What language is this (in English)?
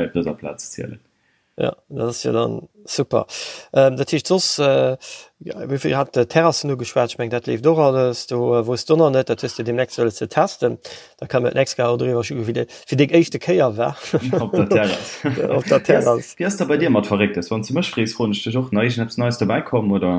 Luxembourgish